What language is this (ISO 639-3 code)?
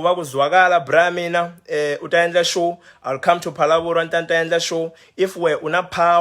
tso